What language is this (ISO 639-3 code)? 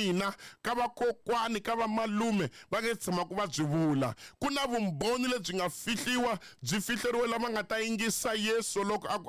tso